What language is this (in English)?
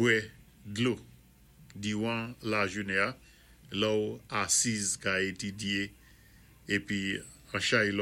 Saint Lucian Creole French